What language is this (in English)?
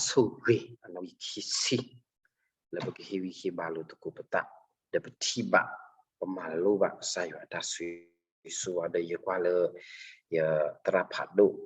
S'gaw Karen